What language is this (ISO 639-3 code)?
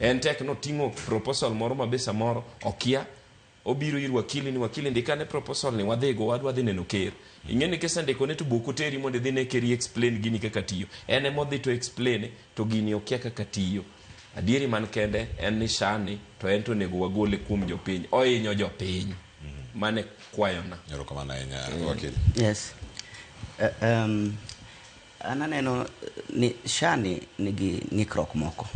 luo